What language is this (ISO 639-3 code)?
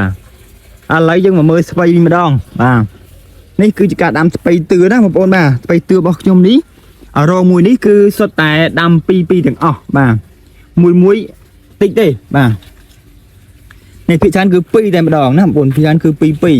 khm